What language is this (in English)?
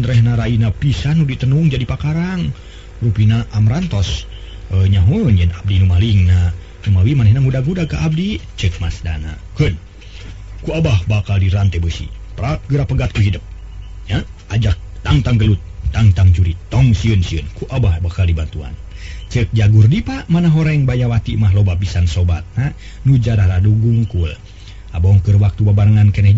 Sundanese